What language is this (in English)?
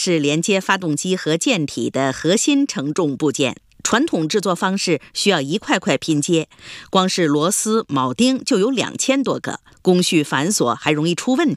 Chinese